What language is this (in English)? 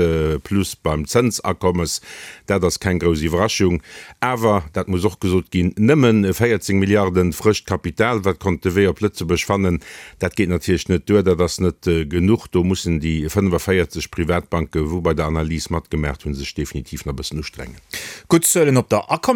Luxembourgish